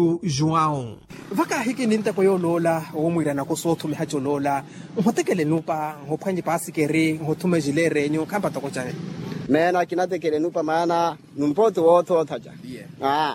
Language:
Makhuwa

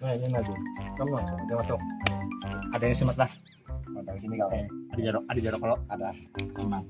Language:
Banjar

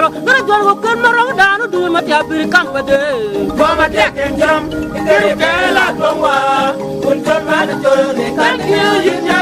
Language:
Acoli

